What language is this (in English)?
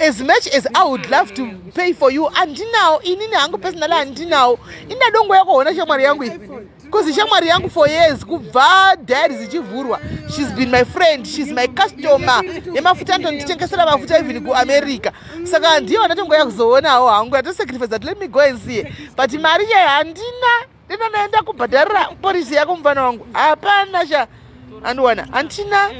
Shona